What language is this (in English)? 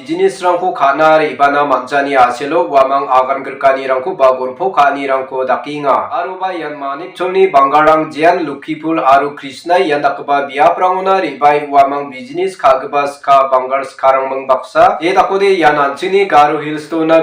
Garo